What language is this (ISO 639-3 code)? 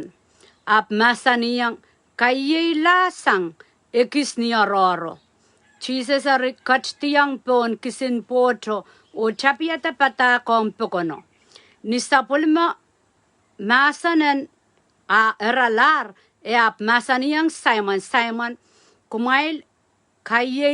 pon